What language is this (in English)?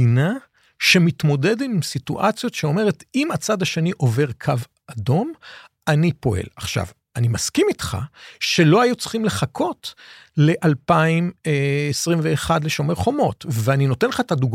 Hebrew